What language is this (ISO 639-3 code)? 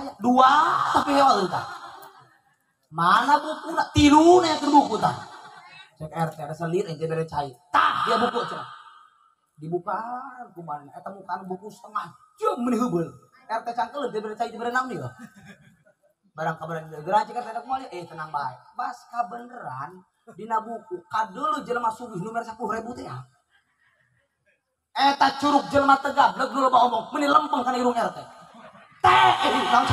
sun